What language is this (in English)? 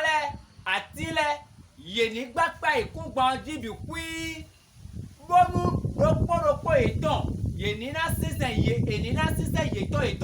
Fon